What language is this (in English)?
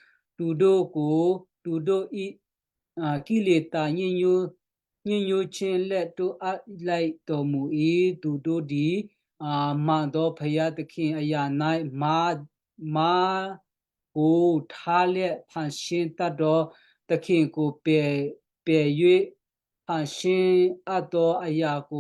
Western Kayah